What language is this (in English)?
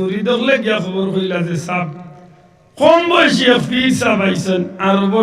Sylheti